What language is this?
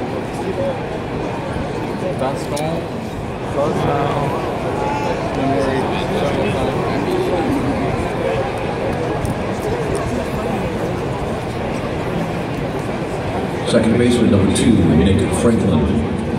English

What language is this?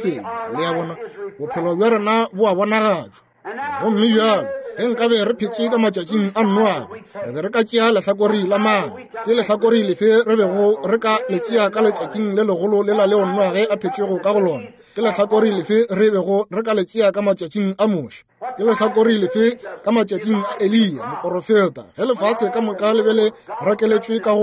Northern Sotho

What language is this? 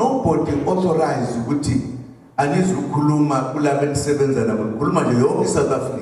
Zulu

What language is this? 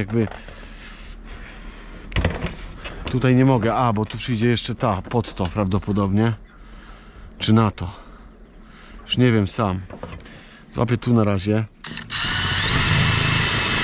Polish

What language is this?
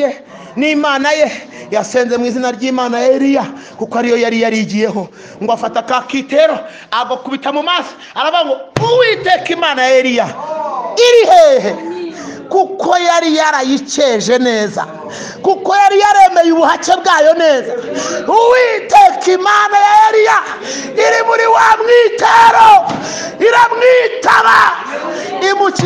Kinyarwanda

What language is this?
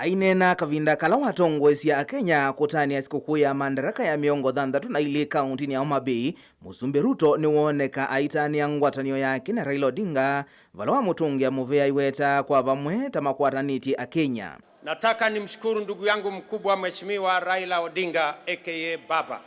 Kamba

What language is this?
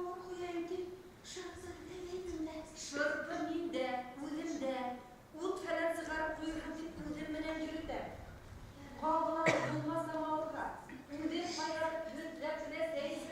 Bashkir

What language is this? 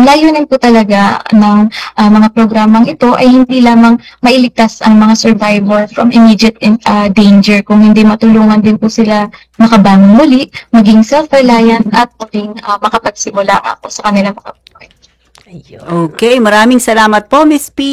Filipino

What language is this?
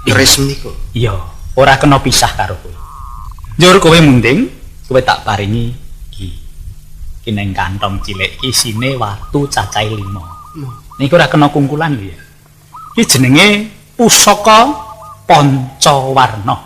Javanese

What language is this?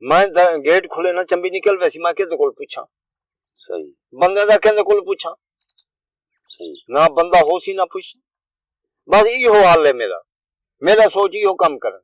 Saraiki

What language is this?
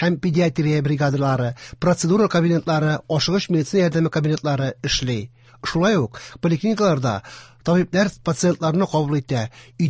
Tatar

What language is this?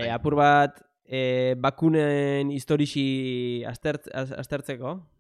Basque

